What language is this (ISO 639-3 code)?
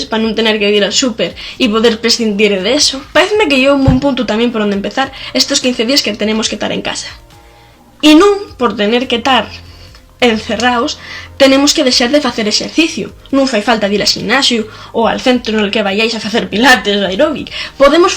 ast